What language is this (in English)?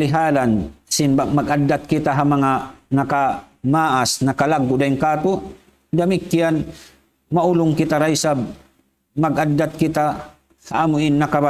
Tausug